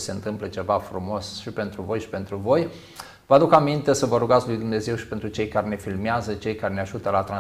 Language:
Romanian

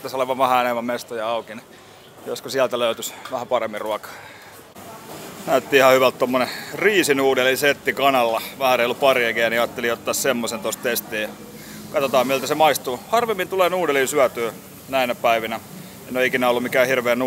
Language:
Finnish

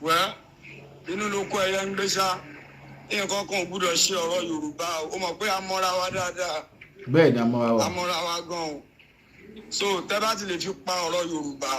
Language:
Yoruba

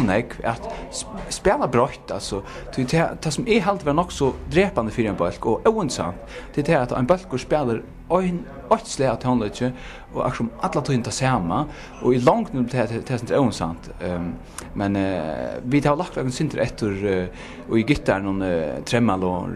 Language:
Faroese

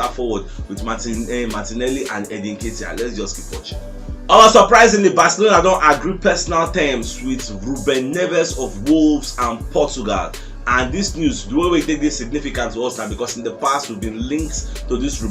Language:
Nigerian Pidgin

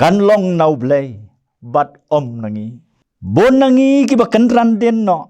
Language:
Khasi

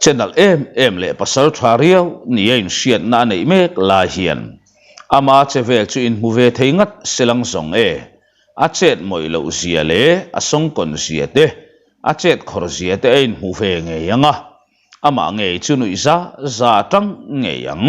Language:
Mizo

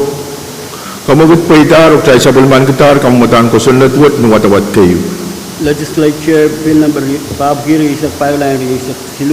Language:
Pohnpeian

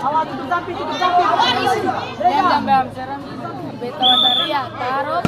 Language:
Ambonese Malay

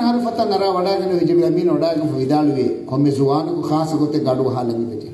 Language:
Divehi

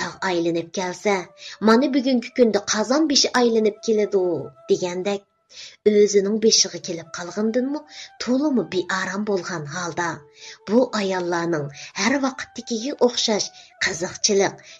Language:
Uyghur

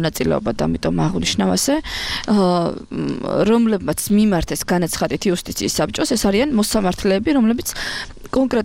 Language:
Georgian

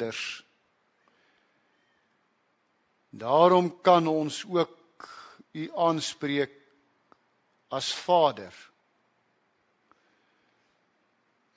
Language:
Afrikaans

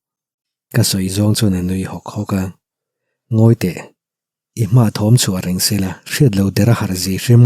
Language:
Mizo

